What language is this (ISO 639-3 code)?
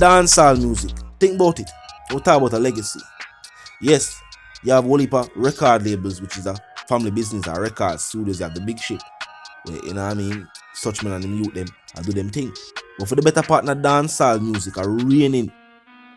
jam